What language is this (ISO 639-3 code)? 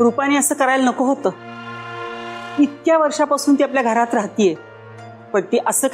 mar